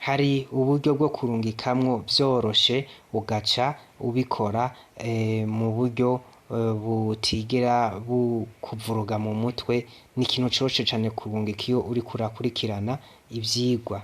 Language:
Rundi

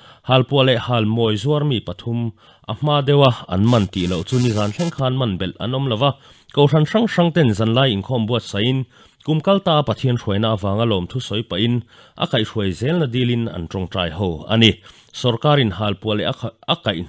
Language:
Mizo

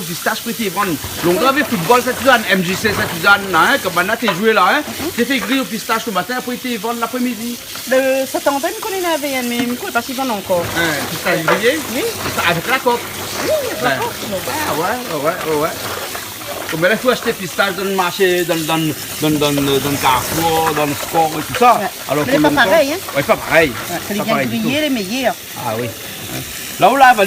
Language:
Réunion Creole French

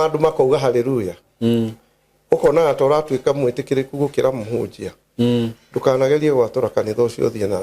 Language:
Kikuyu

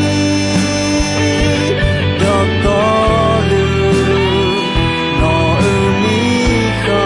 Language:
Akha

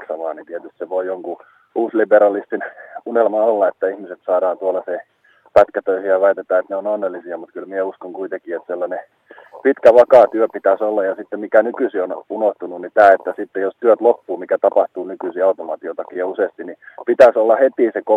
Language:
Finnish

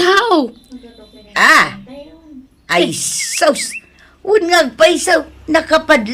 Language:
Iloko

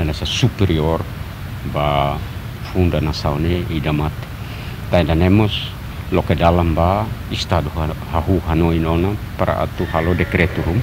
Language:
Tetum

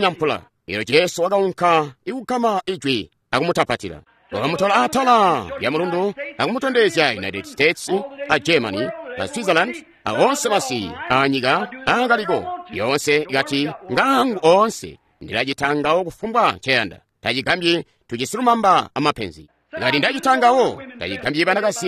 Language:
Tonga (Zambia)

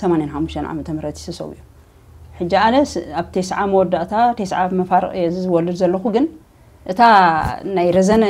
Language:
Tigrinya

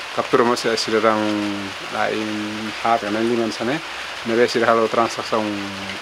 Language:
Tetum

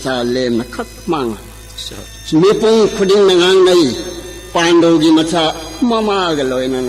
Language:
Manipuri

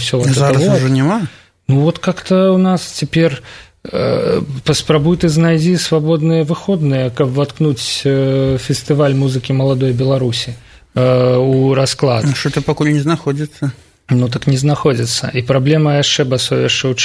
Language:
Belarusian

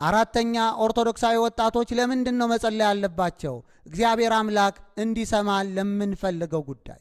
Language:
Amharic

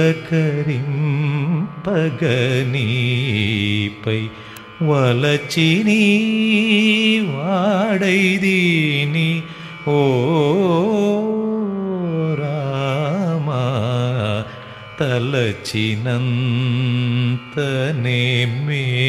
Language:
Telugu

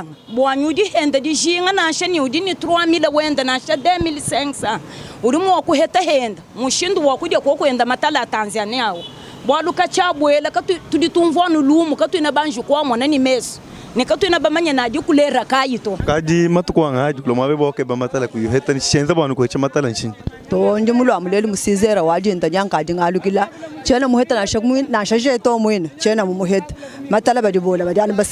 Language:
Luba-Lulua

